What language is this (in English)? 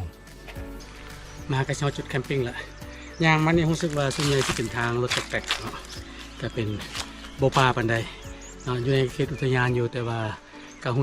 Lao